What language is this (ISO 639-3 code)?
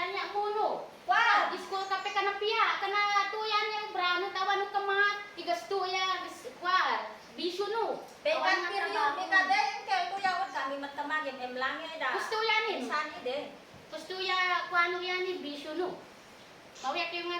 isd